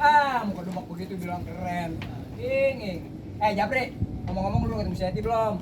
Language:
Betawi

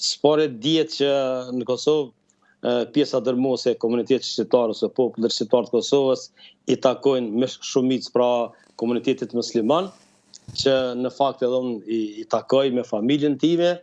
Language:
Albanian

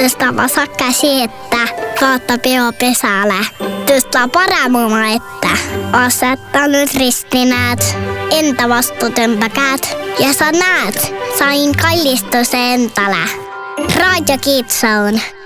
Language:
Estonian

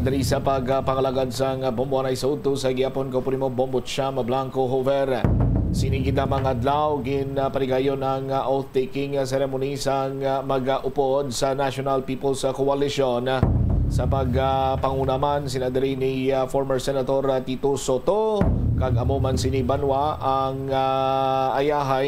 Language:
Hiligaynon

